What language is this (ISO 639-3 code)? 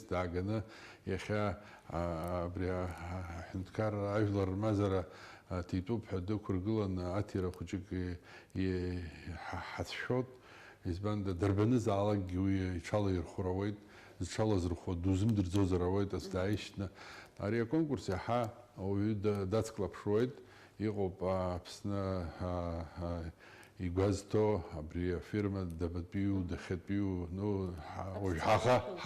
abk